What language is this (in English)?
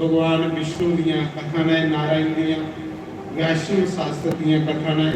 Dogri